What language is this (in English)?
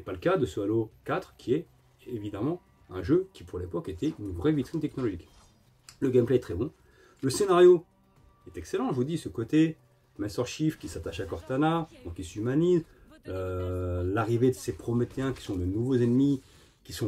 French